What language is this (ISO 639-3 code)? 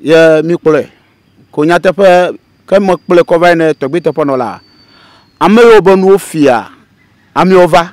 ewe